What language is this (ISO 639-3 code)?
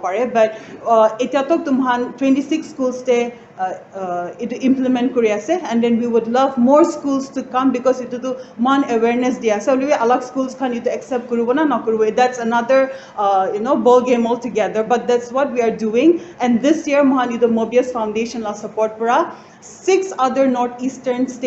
nag